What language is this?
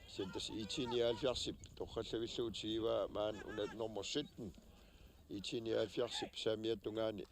Kalaallisut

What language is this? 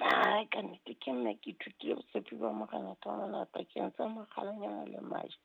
Southern Sotho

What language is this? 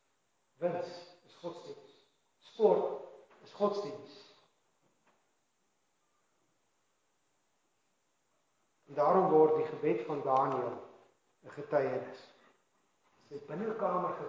Afrikaans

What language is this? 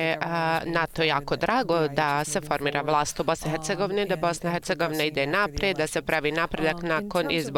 Bosnian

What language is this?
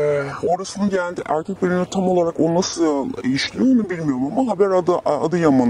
Turkish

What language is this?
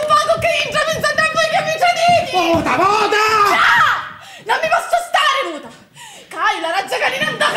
Sicilian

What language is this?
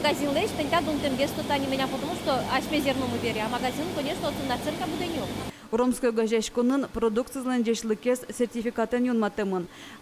Udmurt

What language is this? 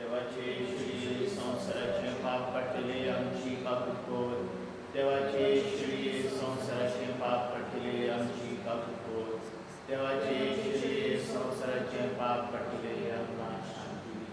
Konkani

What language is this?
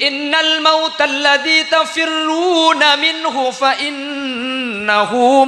Madurese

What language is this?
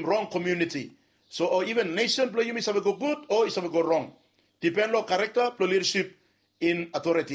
Bislama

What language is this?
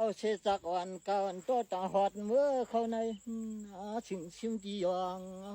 Shan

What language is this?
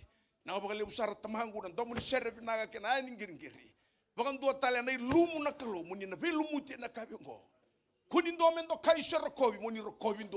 Fijian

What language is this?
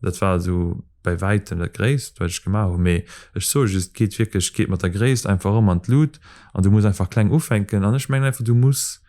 Luxembourgish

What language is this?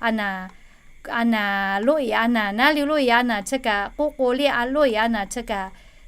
Lahu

